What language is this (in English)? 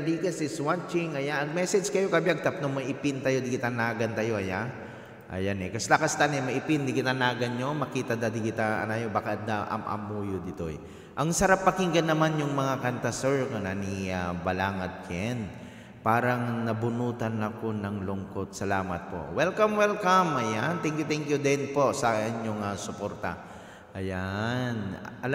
Iloko